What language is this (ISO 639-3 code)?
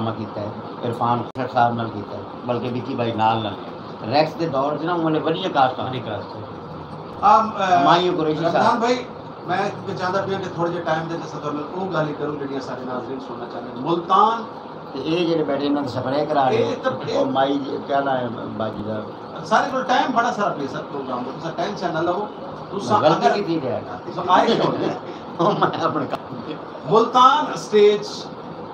skr